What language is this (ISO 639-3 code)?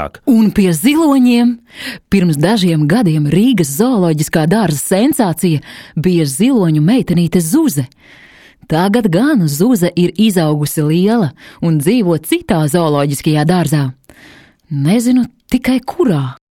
lav